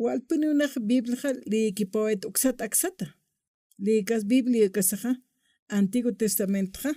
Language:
Aymara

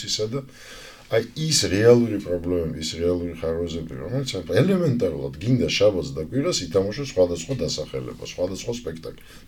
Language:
Georgian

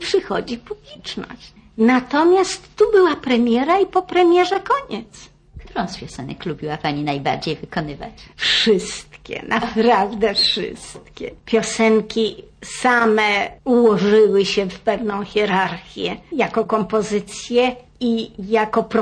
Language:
Polish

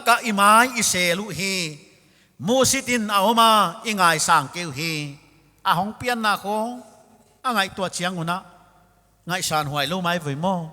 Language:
Paite Chin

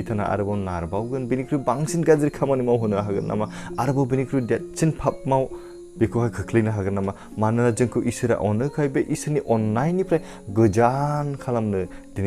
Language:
Bodo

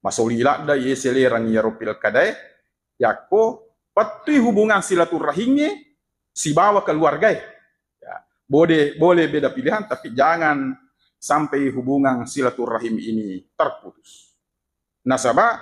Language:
Buginese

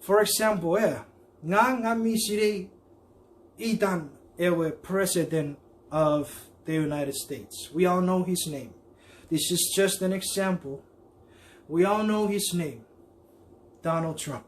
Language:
Chuukese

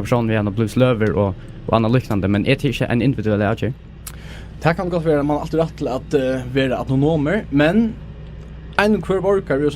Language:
Faroese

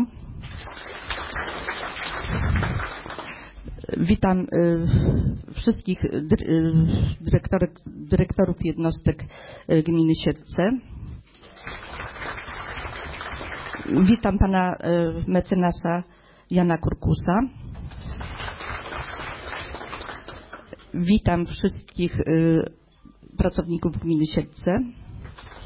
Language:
Polish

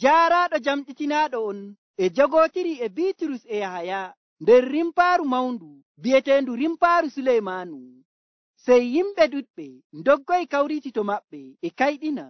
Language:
Nigerian Fulfulde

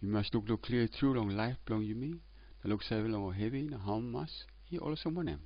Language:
Tok Pisin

